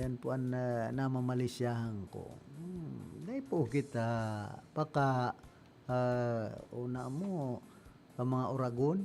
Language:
Bikol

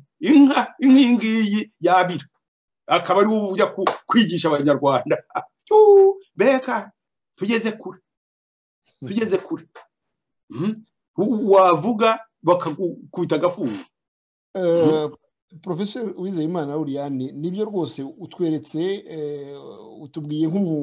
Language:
Kinyarwanda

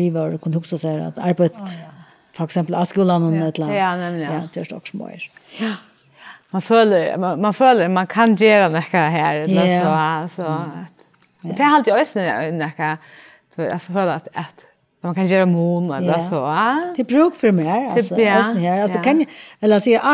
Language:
Faroese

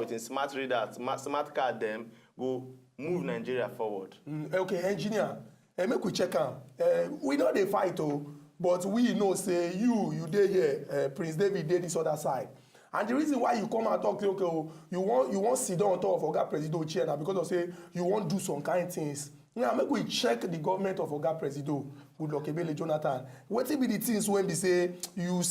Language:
Nigerian Pidgin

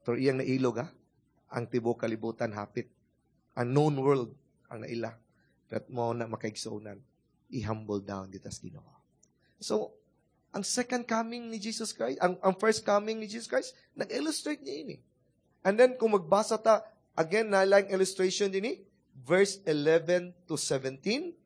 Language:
Cebuano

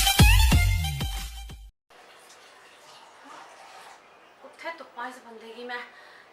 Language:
Dogri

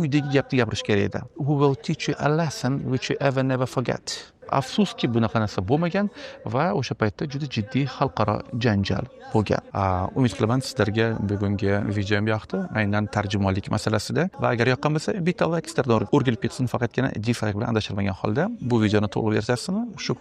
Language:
Uzbek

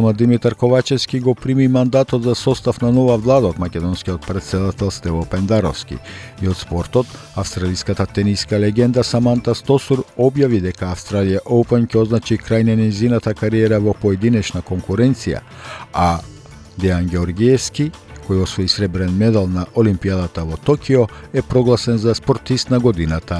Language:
Macedonian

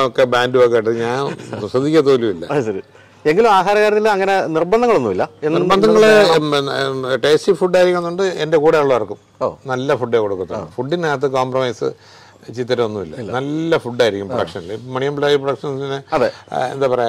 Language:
Malayalam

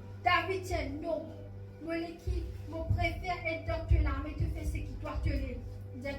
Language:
Morisyen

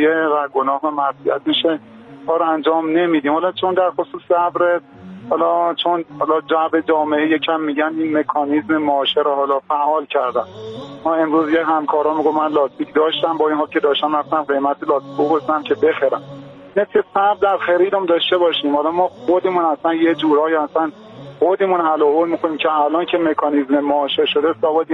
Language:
Persian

